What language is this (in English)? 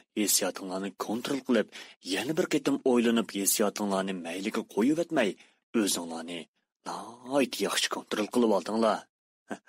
Uyghur